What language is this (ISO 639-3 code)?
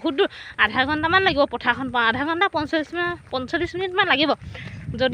asm